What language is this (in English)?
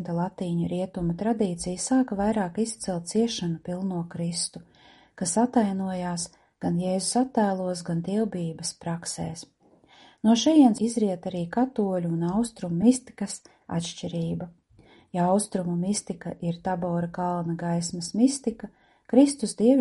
Latvian